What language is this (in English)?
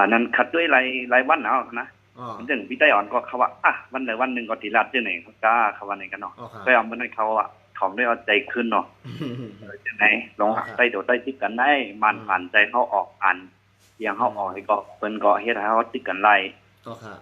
Shan